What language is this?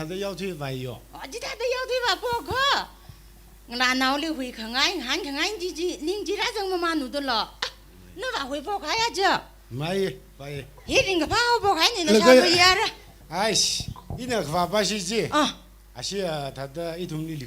Tangkhul Naga (India)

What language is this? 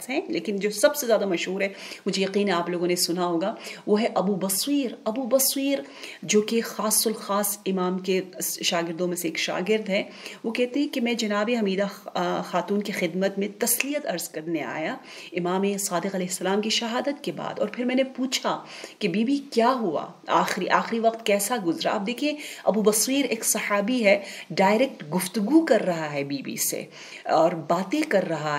Urdu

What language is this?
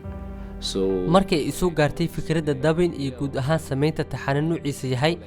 Somali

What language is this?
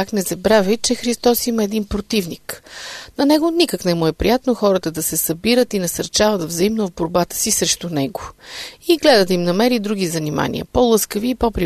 Bulgarian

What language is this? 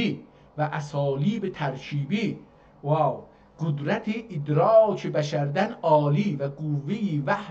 South Azerbaijani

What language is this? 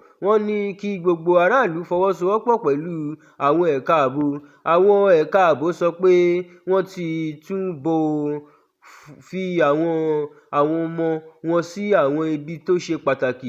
Yoruba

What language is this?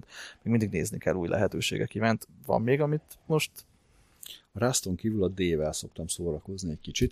Hungarian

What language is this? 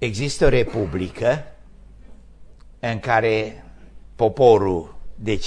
Romanian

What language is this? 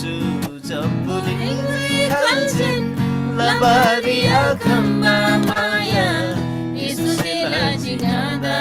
Eastern Tamang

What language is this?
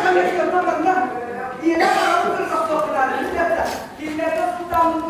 Yakut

